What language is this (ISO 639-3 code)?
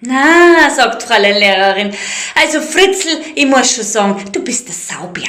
bar